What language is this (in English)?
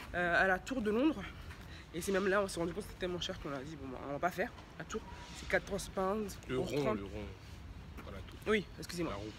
French